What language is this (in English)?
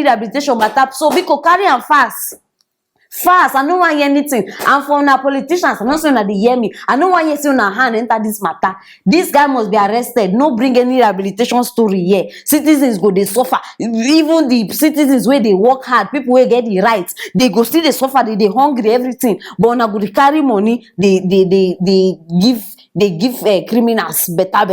Nigerian Pidgin